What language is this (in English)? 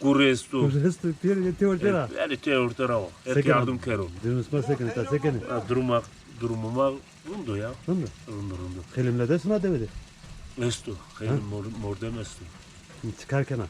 Zaza